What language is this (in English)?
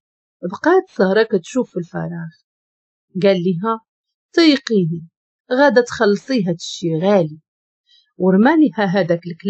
Moroccan Arabic